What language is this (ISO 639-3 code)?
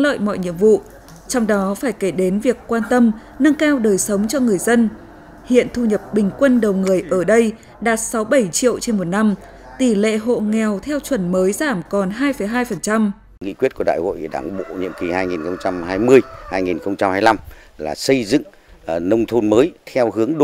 vie